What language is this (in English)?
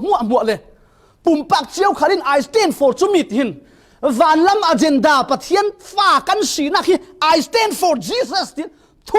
Falam Chin